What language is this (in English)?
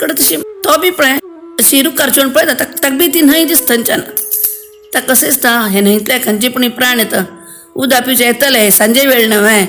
Konkani